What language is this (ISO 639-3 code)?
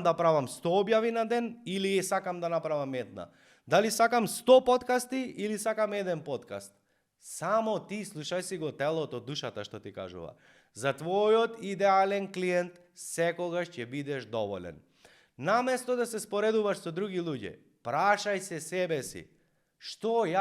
mkd